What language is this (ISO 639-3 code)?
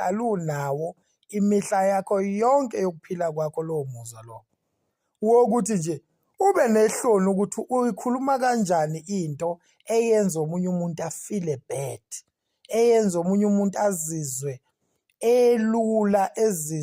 zul